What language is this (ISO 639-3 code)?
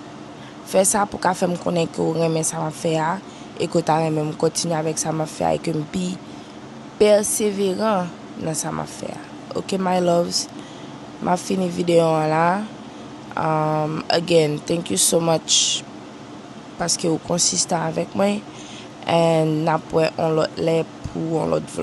hat